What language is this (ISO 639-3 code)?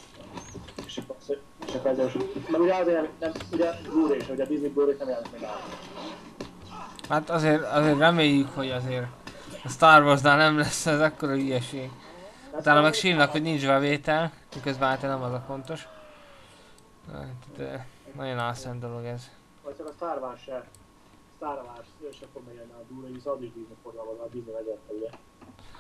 hun